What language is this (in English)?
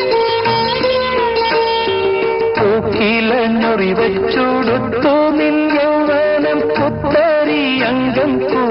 Malayalam